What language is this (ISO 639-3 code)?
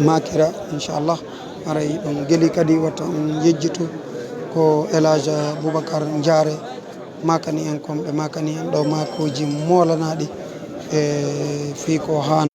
ful